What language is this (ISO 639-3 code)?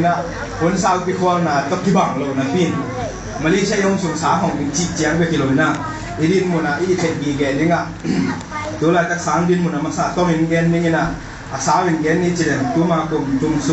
ctd